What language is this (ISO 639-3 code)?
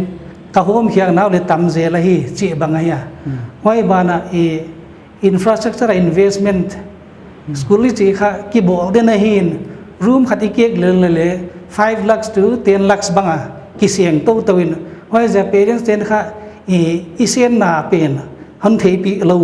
pck